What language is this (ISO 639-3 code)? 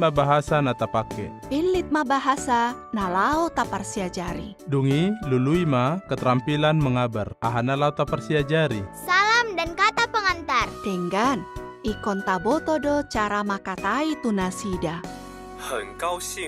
bbc